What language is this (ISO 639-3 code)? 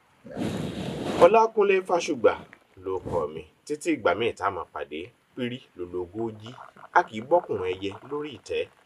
yor